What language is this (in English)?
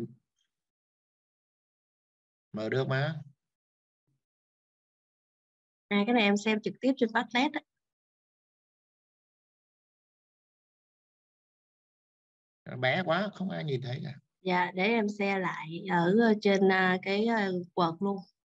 Vietnamese